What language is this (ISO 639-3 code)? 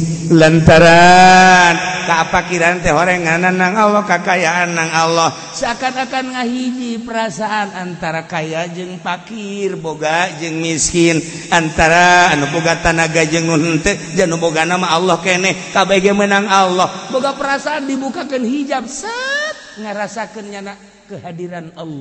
sun